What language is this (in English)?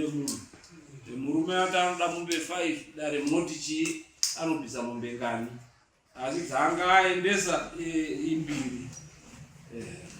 Shona